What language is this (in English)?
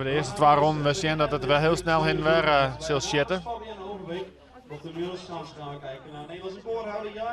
Western Frisian